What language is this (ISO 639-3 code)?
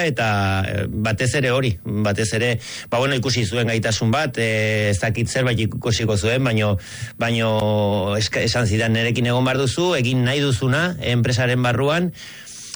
eus